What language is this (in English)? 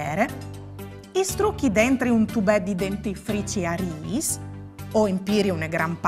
Friulian